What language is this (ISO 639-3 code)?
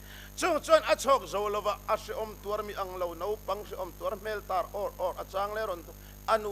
lus